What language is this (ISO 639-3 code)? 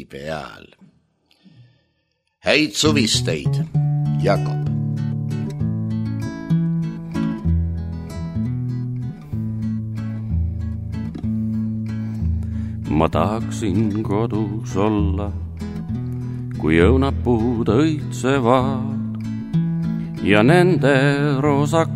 est